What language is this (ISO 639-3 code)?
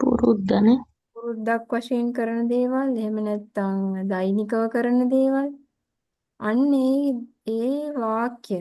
sin